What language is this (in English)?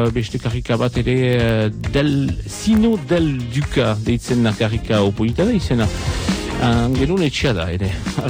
Basque